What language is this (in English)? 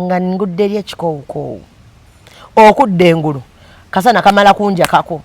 Ganda